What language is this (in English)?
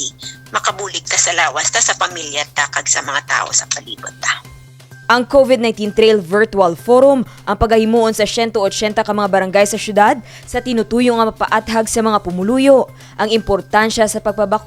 Hiligaynon